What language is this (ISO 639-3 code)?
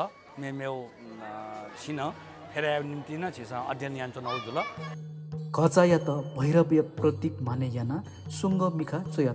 new